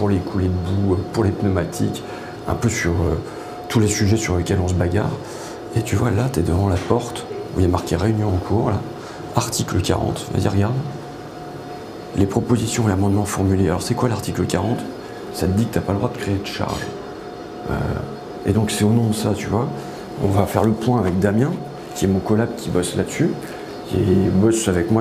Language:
French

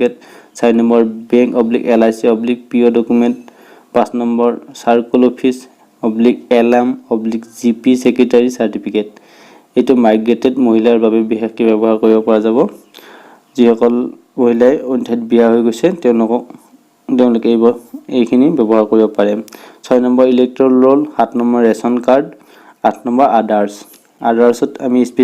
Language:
Assamese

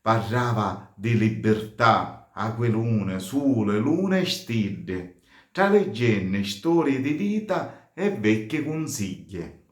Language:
Sicilian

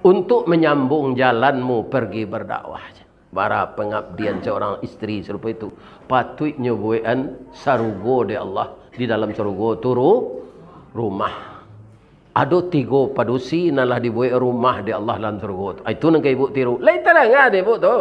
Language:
Minangkabau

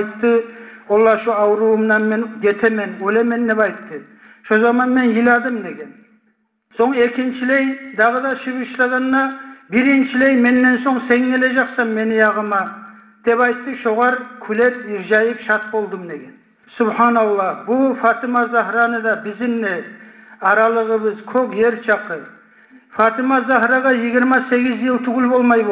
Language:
Kumyk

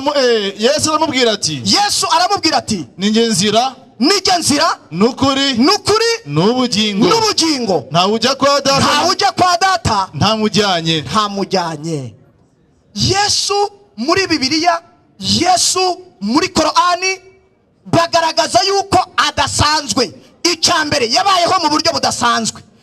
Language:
Kinyarwanda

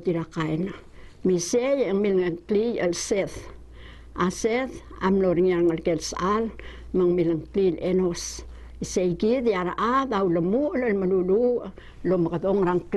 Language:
Palauan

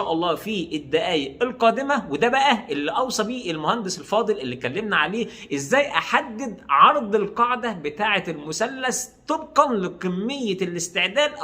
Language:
Egyptian Arabic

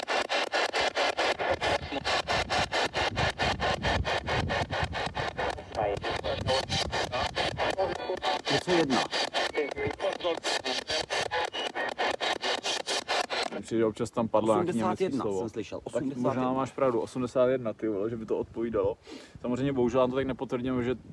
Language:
Czech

